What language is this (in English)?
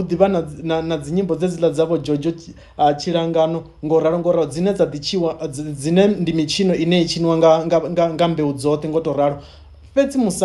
Venda